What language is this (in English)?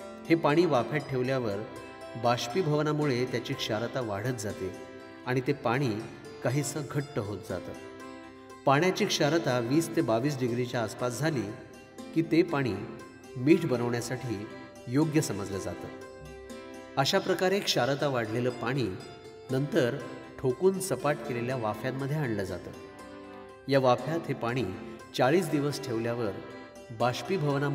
Marathi